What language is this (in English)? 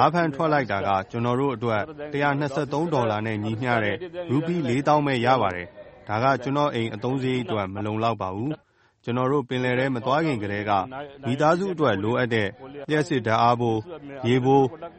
Burmese